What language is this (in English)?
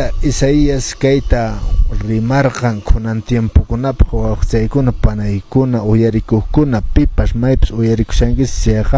Quechua